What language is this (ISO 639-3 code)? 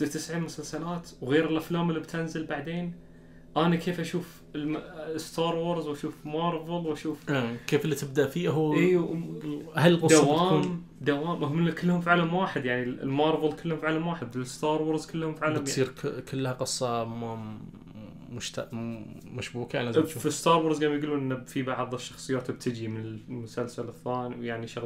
ars